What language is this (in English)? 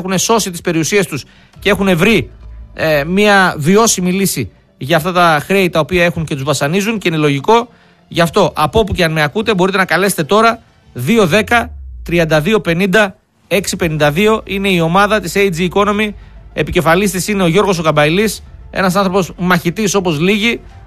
Greek